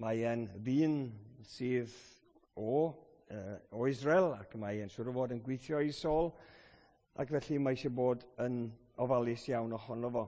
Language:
Welsh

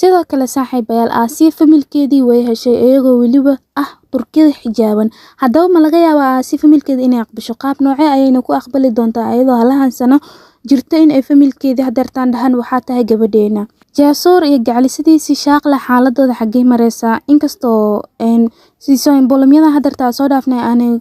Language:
Somali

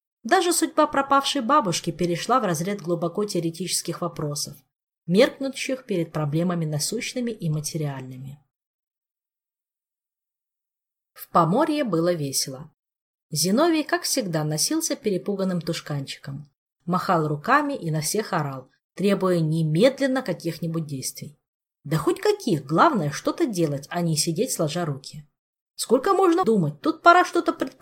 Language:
Russian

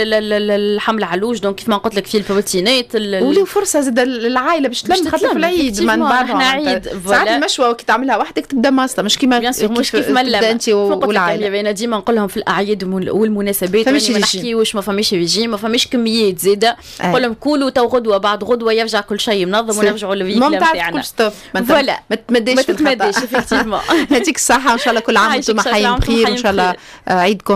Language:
Tunisian Arabic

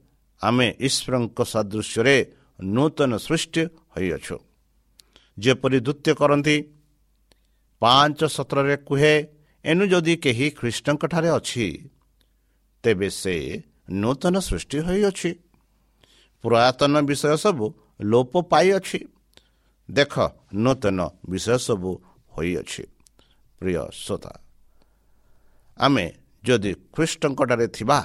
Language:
Odia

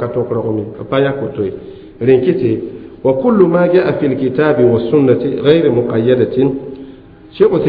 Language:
Mossi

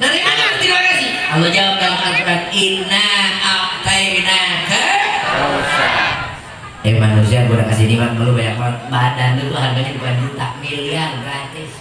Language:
Betawi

